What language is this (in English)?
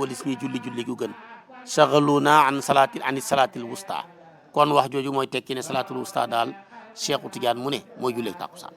Wolof